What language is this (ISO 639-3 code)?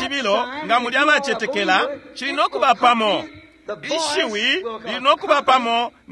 bem